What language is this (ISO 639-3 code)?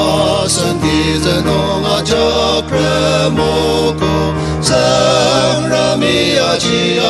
njo